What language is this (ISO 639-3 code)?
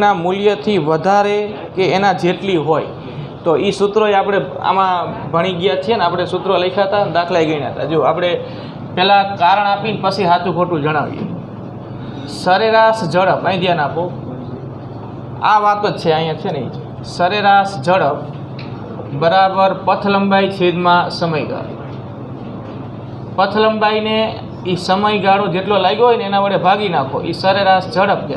guj